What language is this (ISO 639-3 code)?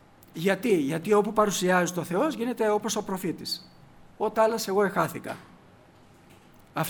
ell